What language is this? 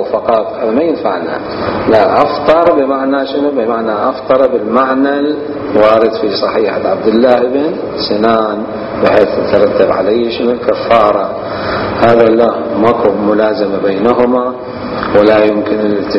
Mesopotamian Arabic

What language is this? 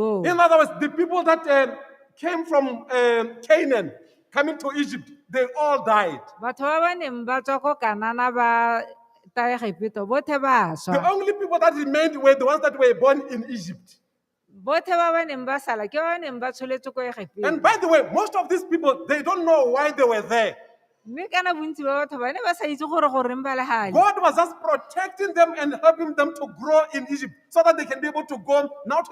Tswana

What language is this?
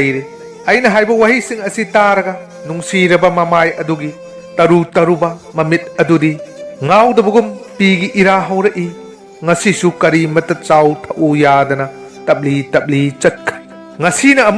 Manipuri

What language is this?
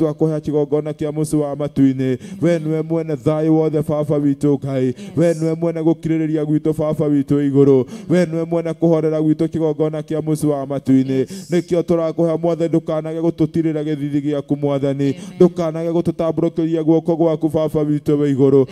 Kikuyu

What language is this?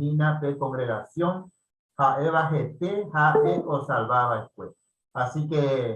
Guarani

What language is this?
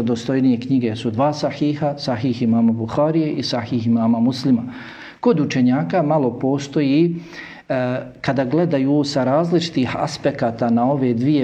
Bosnian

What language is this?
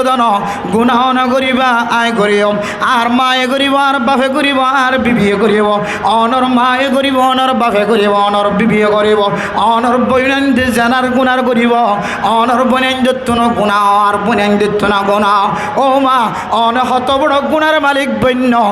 Rohingya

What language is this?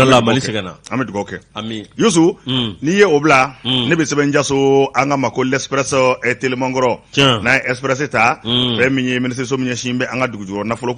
Bambara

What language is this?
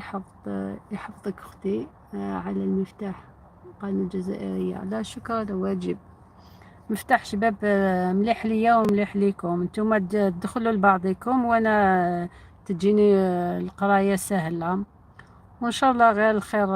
Algerian Arabic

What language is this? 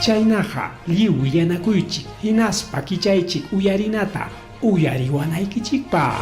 Ayacucho Quechua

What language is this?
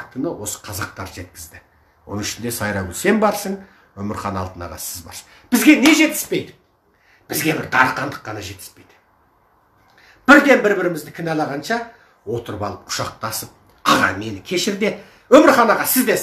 Kazakh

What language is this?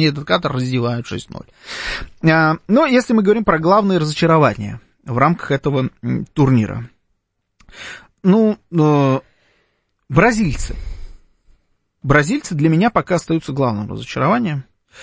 Russian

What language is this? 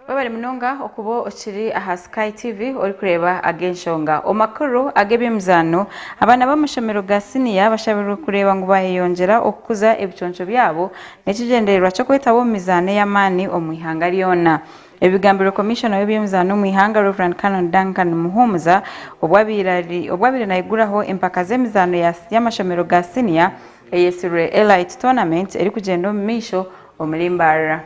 Nyankole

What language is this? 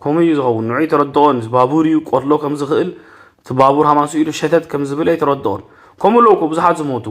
Tigrinya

